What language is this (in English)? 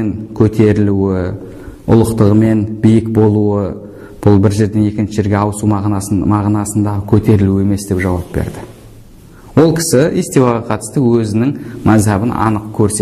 Kazakh